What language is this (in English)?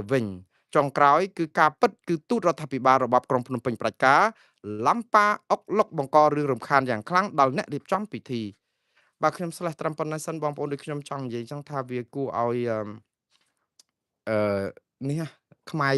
Khmer